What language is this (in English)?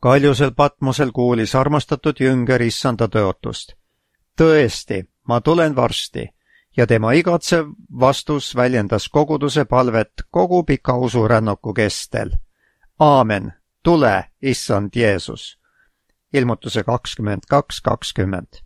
Estonian